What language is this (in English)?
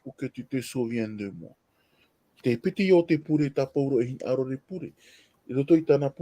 Tahitian